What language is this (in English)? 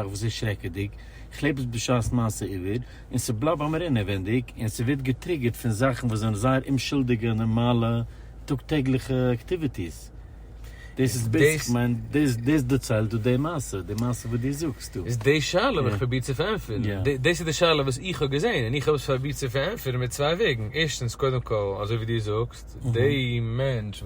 Yiddish